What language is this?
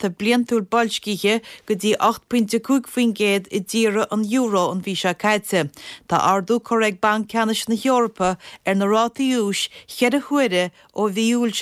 Irish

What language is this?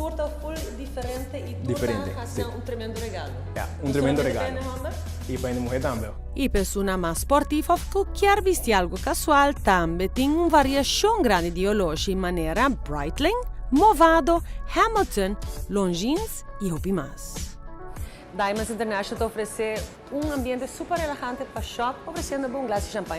Papiamento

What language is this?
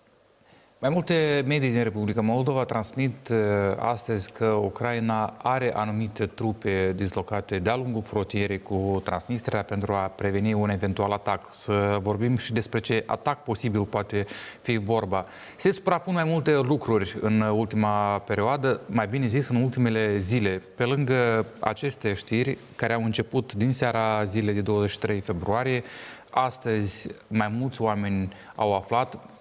Romanian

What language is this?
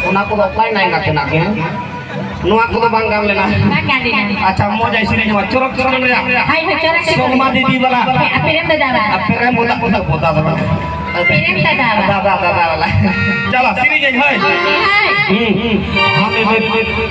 Santali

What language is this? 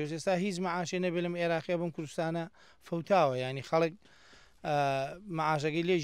Central Kurdish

